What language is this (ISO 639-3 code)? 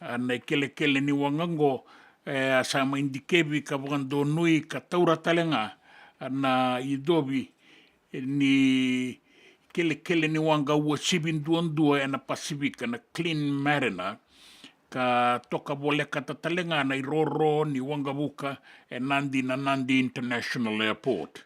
fij